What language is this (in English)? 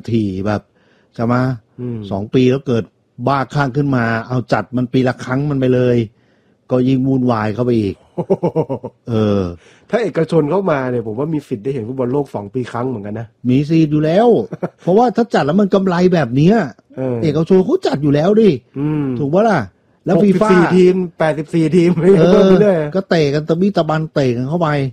Thai